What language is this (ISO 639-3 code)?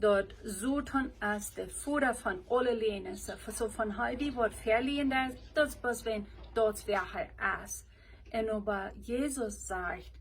pdt